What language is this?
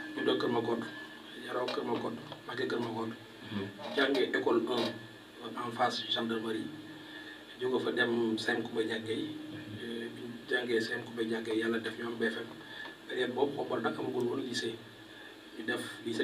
Wolof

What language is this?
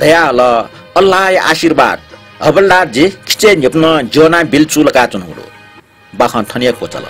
Newari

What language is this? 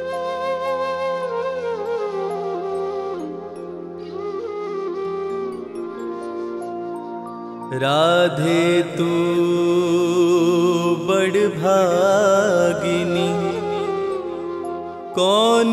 Hindi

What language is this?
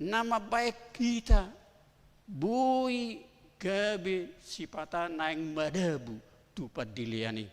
Batak Toba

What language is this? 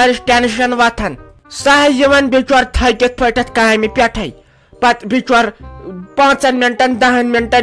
Kashmiri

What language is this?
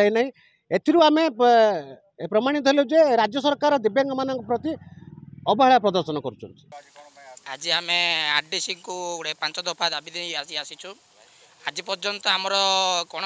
Odia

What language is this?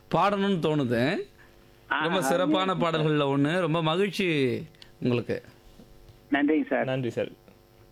Tamil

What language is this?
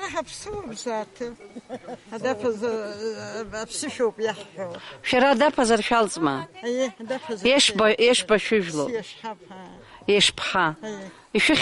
Abkhazian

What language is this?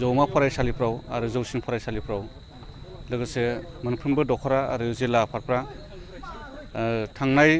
Bodo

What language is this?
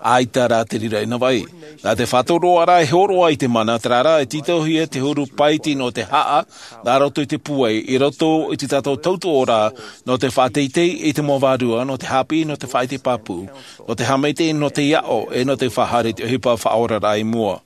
Tahitian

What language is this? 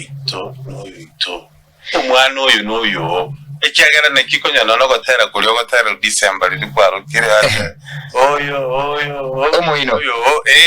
Gusii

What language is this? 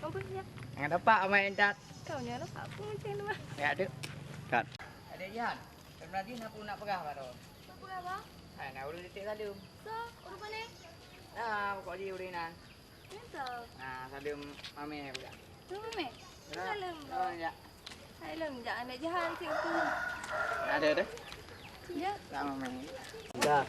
Achinese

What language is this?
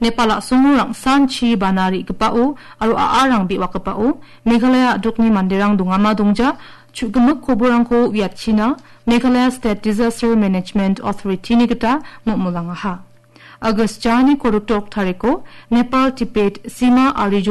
Garo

